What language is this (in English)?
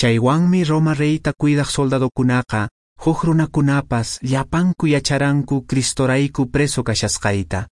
Quechua